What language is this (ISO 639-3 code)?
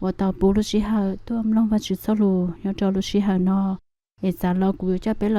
hmn